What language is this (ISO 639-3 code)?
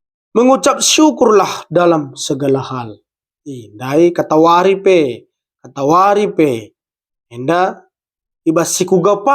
btx